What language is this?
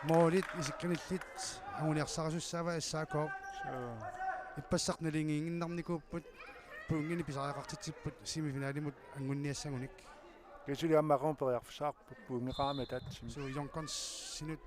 Kalaallisut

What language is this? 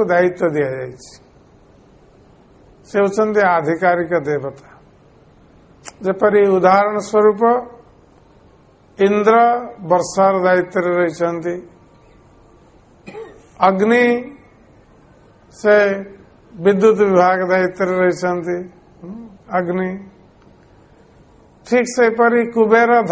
Odia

